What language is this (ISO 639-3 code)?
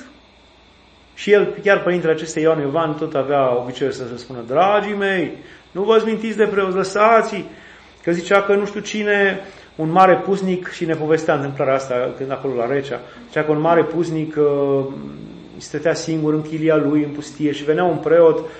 ron